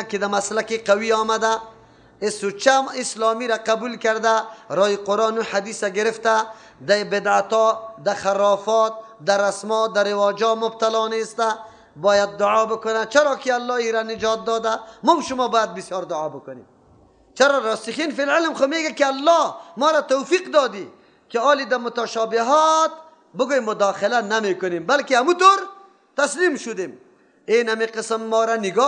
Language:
Persian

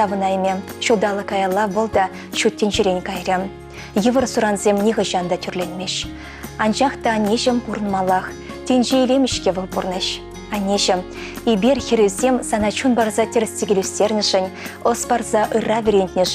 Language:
Chuvash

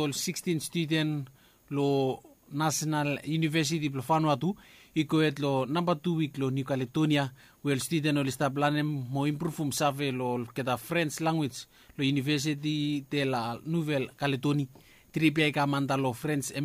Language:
Bislama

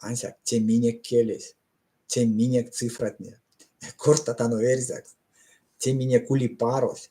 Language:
Erzya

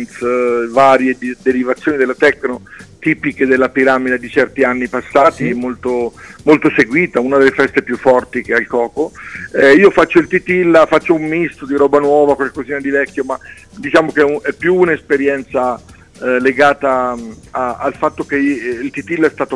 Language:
Italian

